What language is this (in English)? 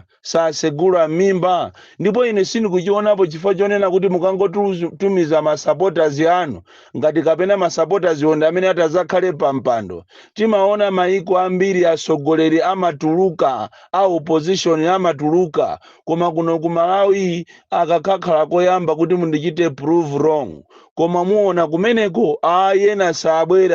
Nyanja